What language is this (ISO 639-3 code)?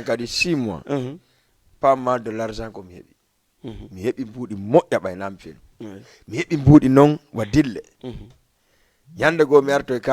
ful